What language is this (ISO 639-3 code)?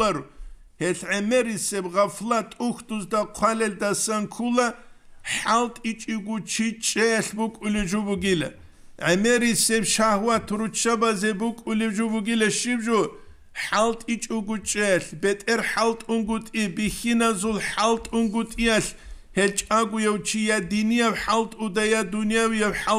ava